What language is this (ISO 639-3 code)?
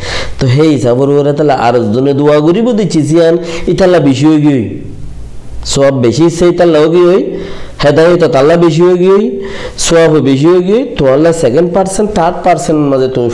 rhg